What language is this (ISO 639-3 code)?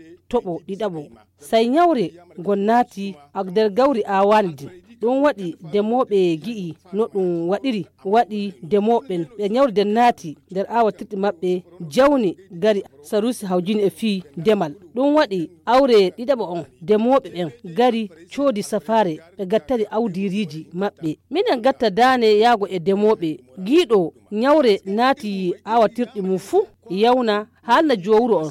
fuv